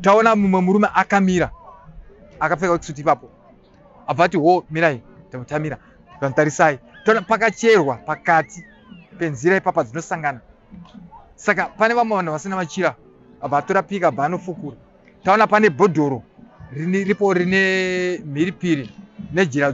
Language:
Shona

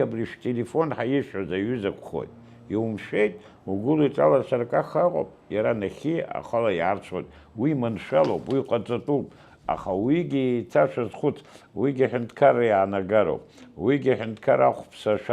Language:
Abkhazian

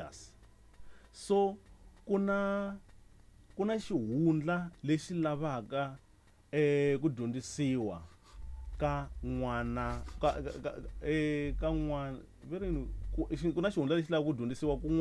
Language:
Tsonga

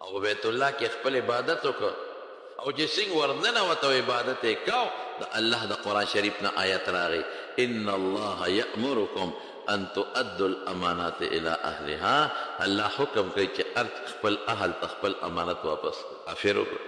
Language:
Pashto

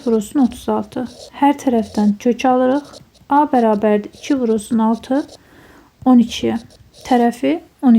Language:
Azerbaijani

